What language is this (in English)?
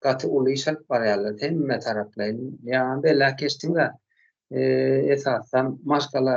Turkmen